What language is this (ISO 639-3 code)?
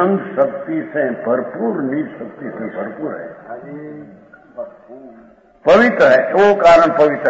hin